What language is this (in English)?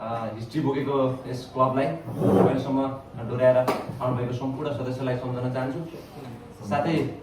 Nepali